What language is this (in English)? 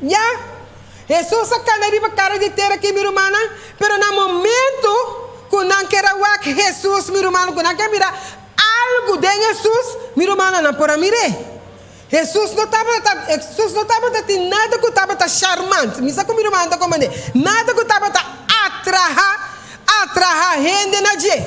Papiamento